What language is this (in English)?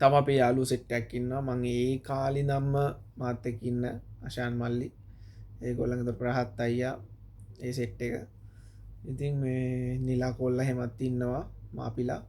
Sinhala